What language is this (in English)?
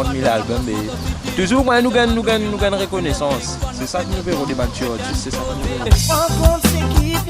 Morisyen